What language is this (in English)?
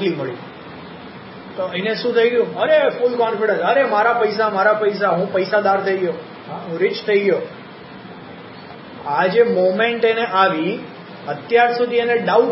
Gujarati